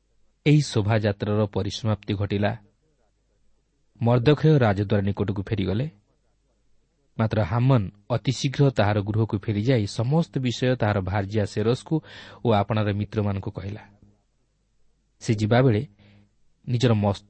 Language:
Odia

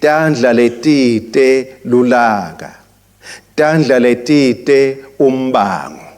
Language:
Swati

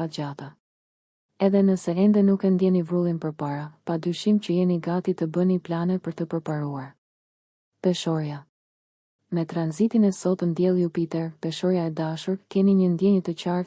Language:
Albanian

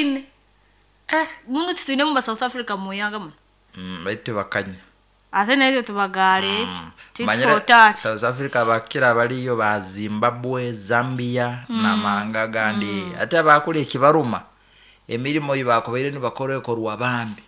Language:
Nyoro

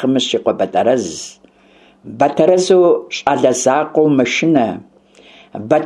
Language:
Kabardian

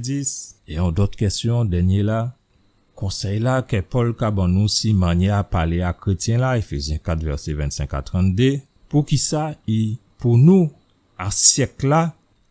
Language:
Guadeloupean Creole French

